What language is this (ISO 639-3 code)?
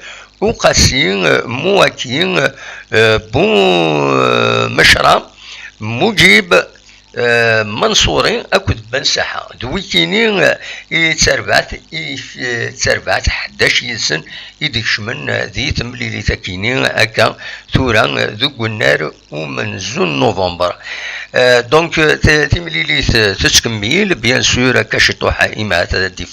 kab